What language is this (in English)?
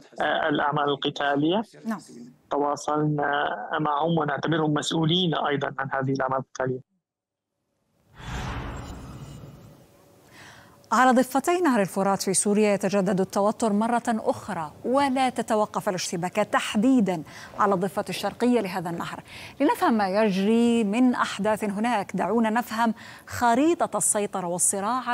Arabic